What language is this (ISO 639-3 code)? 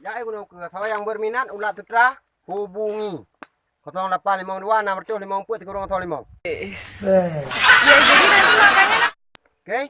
ace